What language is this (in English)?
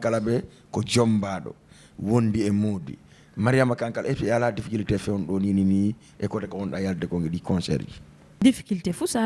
Fula